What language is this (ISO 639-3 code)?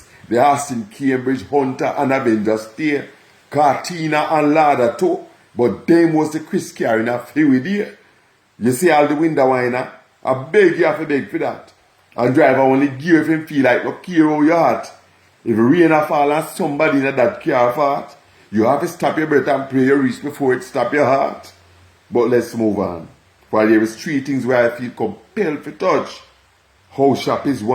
jam